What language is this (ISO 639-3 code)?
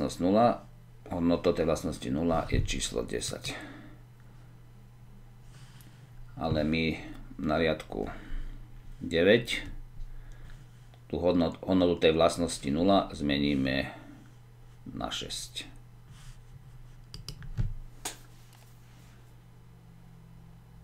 slk